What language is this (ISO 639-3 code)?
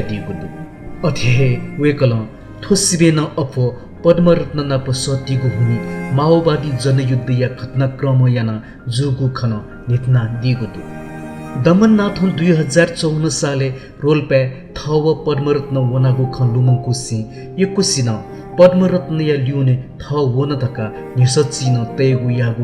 new